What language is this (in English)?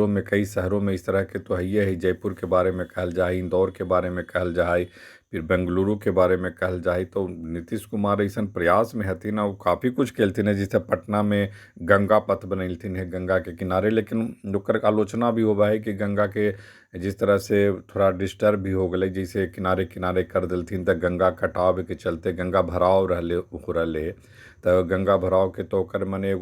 Magahi